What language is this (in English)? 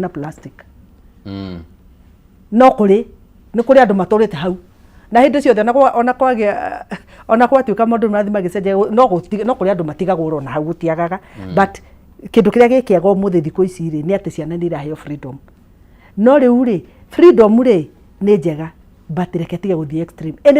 Kikuyu